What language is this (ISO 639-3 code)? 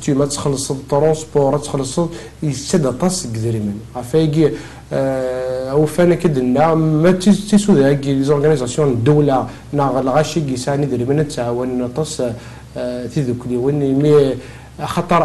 kab